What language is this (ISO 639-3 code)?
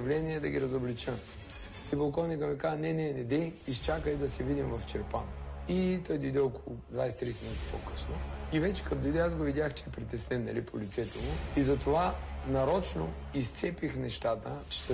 bul